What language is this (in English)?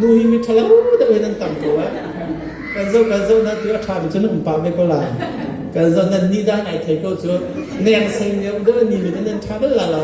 Hakha Chin